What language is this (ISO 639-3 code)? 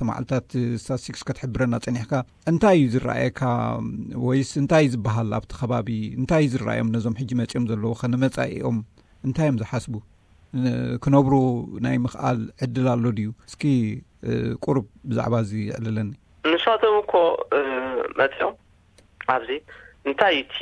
tir